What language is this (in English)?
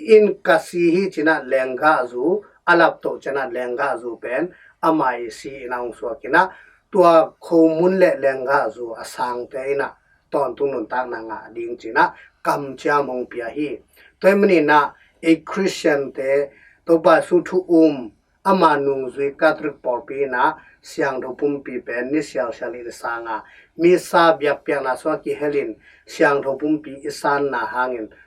Tedim Chin